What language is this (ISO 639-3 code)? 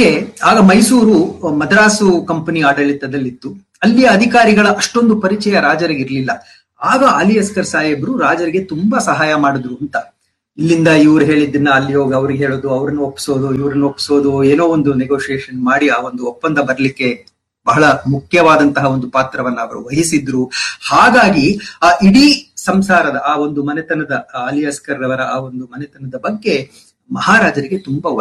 kan